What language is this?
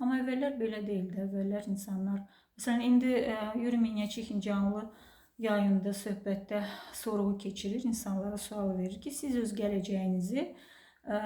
Azerbaijani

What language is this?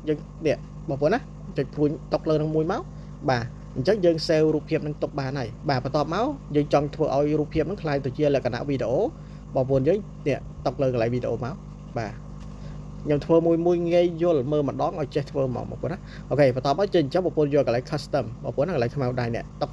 Khmer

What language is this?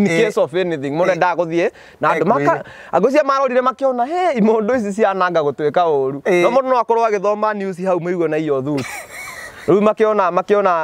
Kikuyu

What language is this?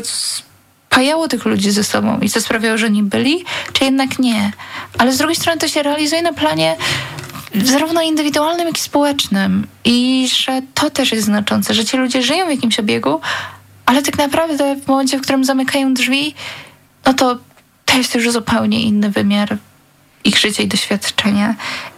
Polish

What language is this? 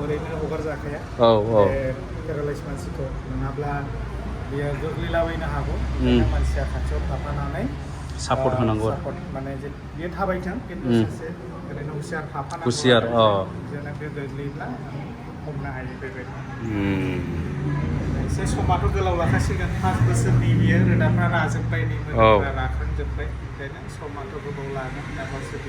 Bodo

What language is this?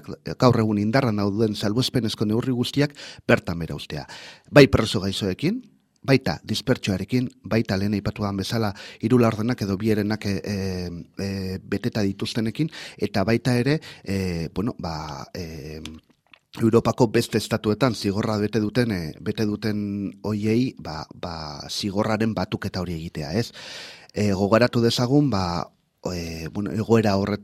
Basque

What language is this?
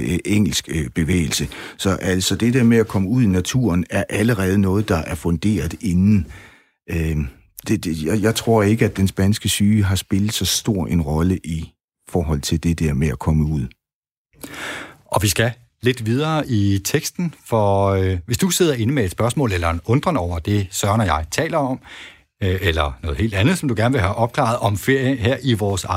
Danish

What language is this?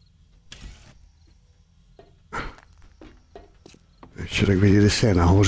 Czech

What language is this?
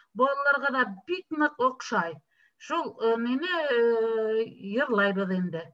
Bashkir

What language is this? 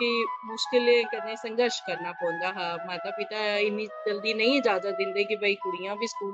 Dogri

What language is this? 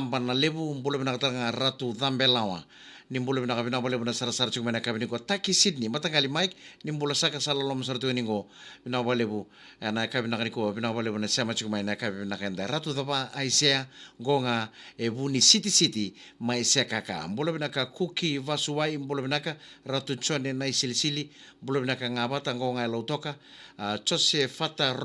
Fijian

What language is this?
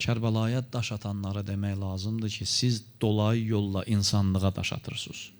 Azerbaijani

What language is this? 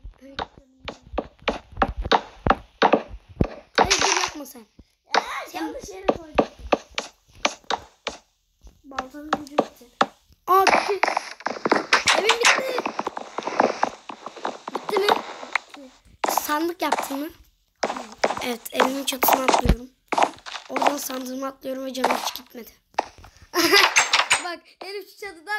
Turkish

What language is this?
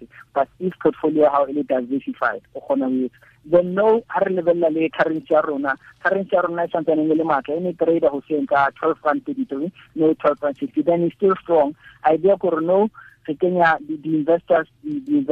Tswana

